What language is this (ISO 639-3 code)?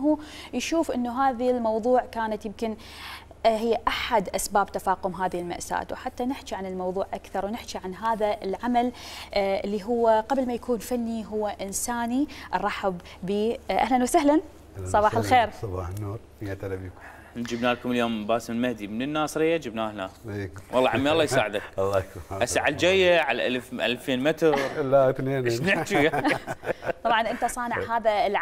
acm